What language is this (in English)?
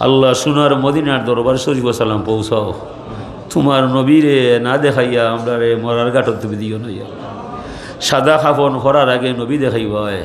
Sylheti